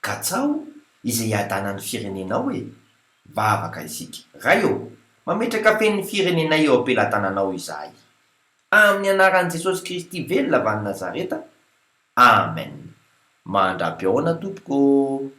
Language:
Malagasy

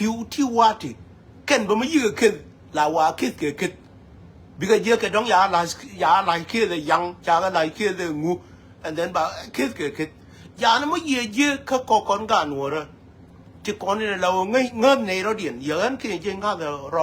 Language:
Nuer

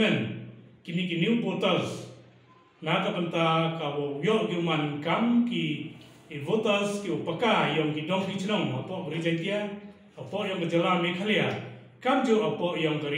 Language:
Pnar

